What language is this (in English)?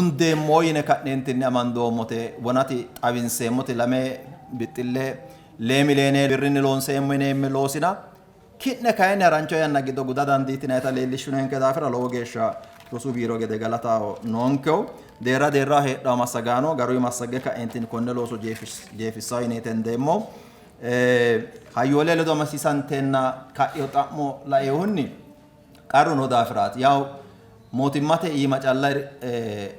Sidamo